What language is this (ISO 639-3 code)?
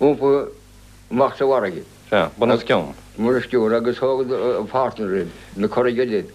gle